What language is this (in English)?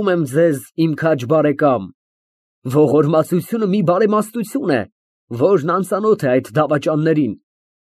Armenian